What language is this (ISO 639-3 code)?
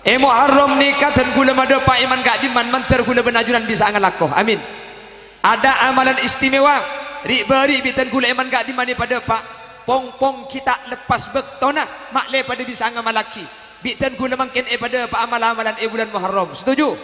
mad